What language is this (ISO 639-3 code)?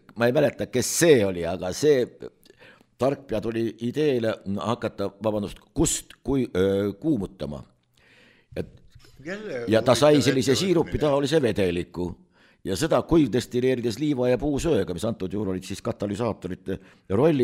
est